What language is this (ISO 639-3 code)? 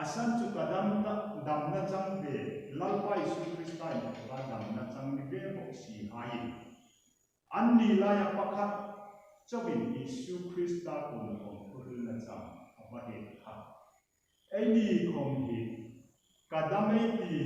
hmr